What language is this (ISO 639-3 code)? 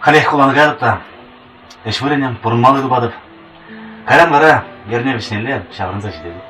chv